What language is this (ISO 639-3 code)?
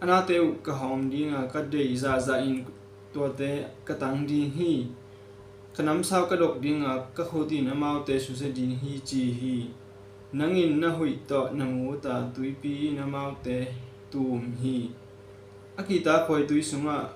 ctd